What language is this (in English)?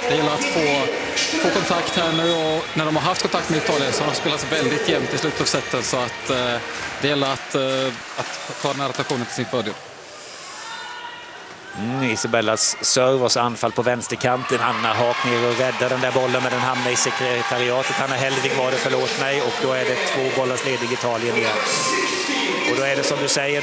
Swedish